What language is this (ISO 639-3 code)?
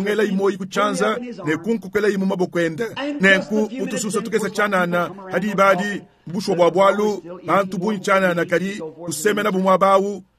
lua